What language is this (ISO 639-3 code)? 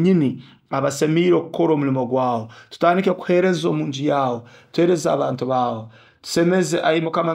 nyo